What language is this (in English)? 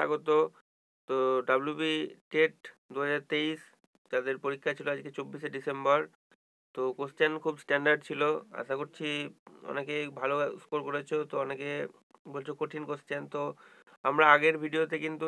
Bangla